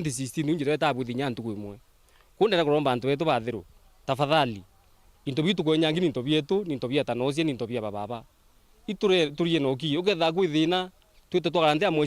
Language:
Meru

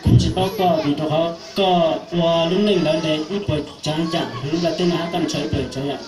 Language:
Hmong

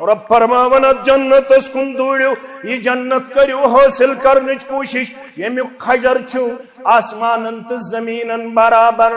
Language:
Kashmiri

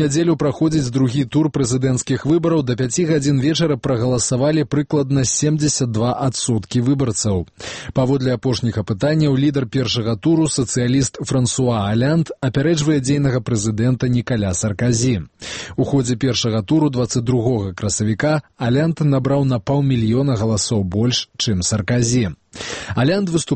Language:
Belarusian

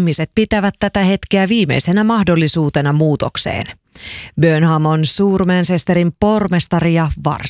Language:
Finnish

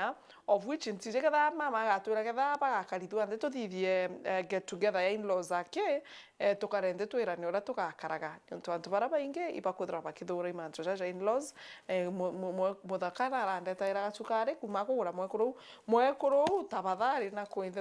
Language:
Meru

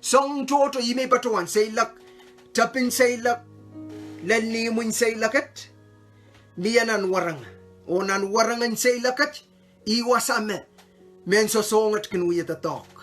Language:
Pohnpeian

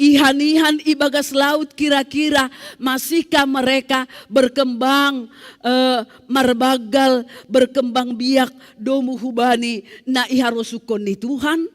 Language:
Batak Simalungun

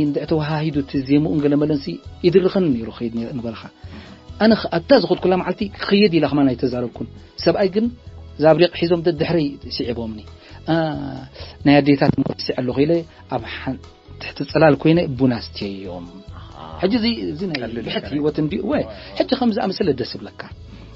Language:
Tigrinya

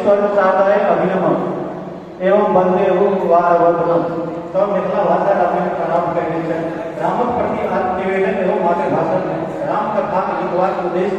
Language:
Maithili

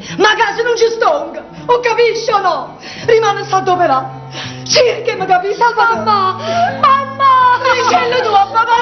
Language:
Neapolitan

